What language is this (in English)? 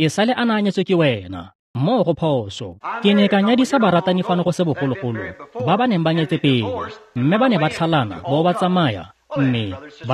Tswana